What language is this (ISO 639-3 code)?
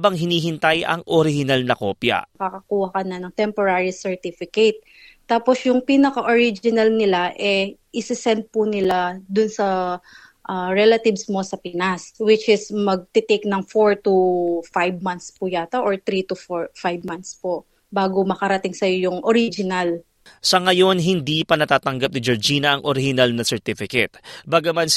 fil